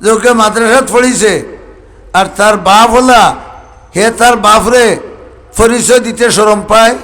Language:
Sylheti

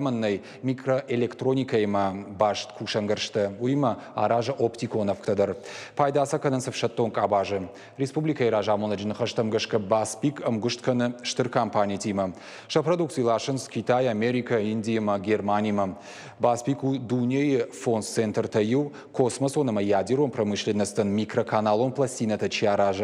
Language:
Ossetic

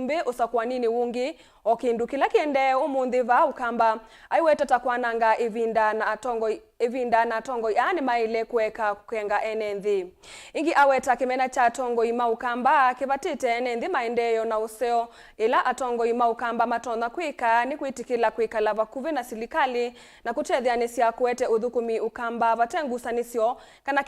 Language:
Kamba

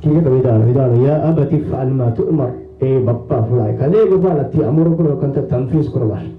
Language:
Divehi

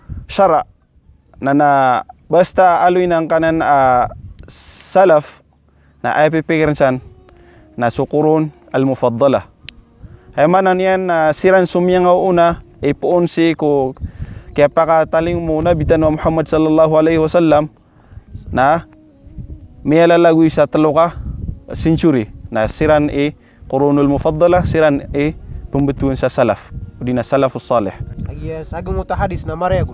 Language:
Maranao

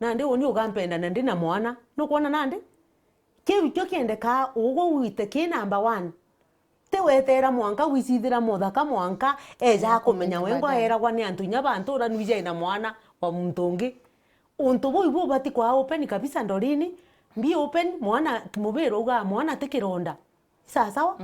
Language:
Meru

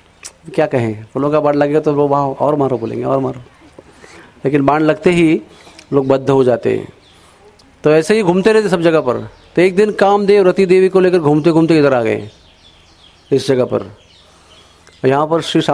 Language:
Hindi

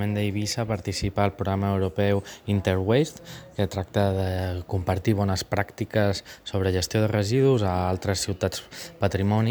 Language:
Catalan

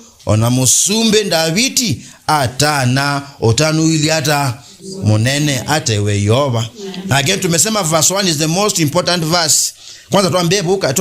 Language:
Kamba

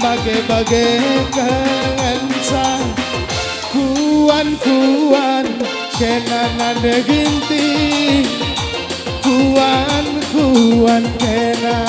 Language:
Batak Karo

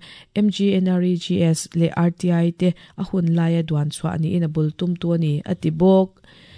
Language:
Mizo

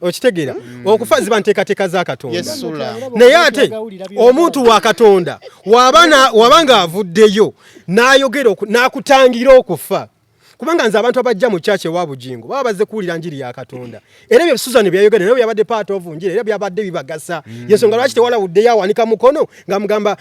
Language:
Ganda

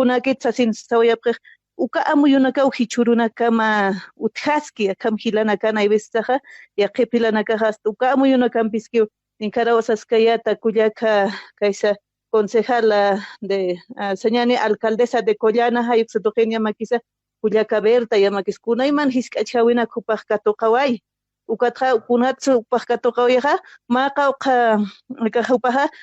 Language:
Aymara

